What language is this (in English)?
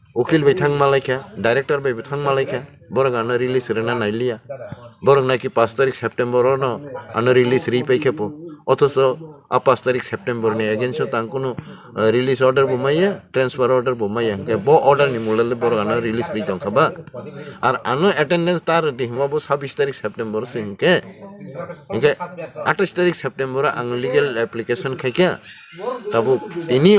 Kok Borok